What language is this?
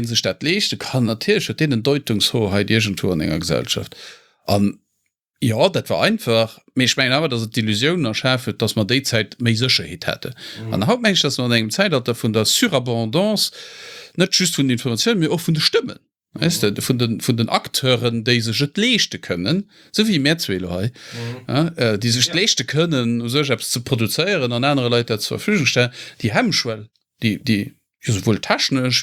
Luxembourgish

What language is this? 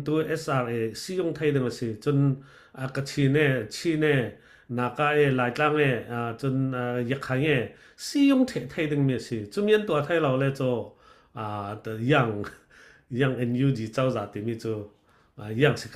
Falam Chin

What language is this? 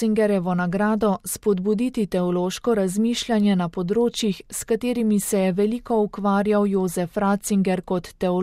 Slovenian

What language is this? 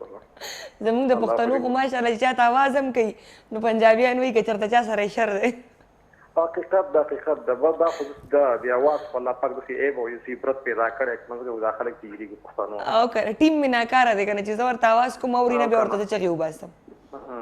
Pashto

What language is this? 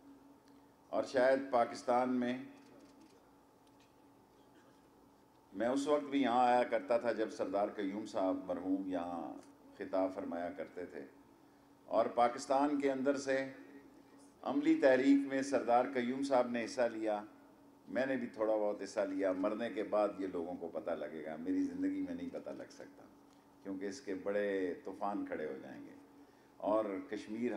Urdu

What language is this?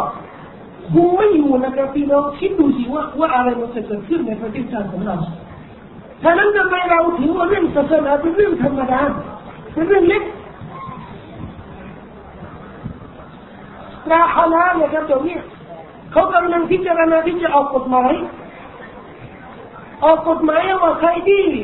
Thai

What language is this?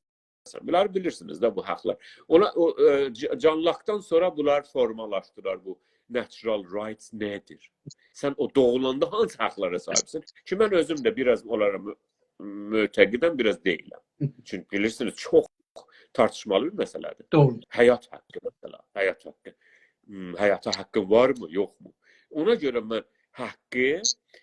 South Azerbaijani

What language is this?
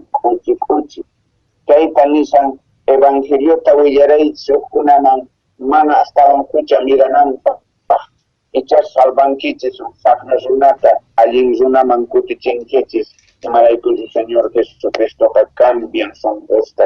South Bolivian Quechua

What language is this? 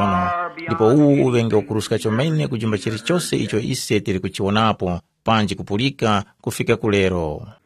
Tumbuka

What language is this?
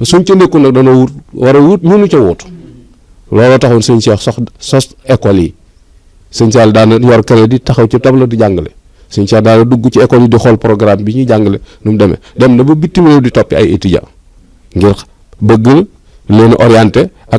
Wolof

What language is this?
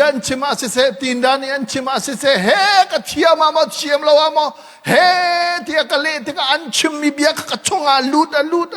Hakha Chin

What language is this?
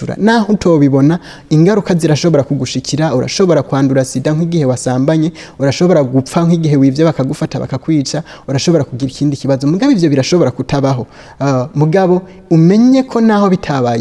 Rundi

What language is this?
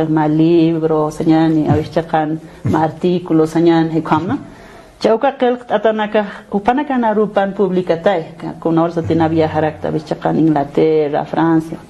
Aymara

